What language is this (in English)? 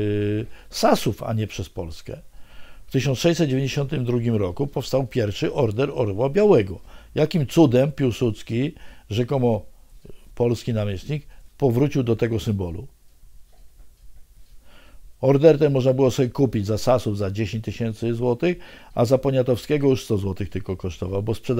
Polish